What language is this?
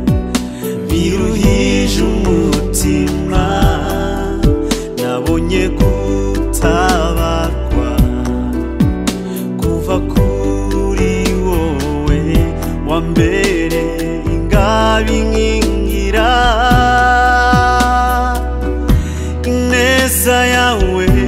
Kinyarwanda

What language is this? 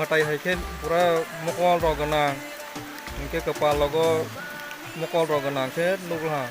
Kok Borok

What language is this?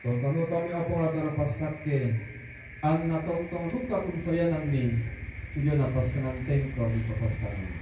Toraja-Sa'dan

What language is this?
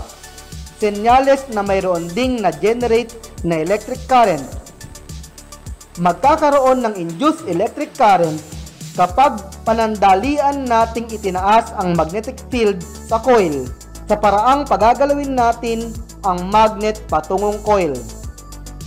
Filipino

